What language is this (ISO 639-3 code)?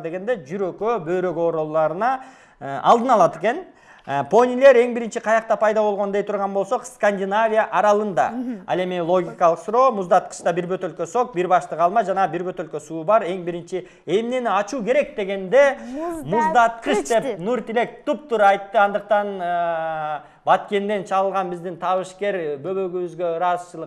kir